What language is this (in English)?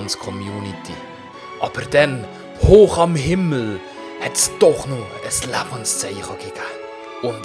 Swiss German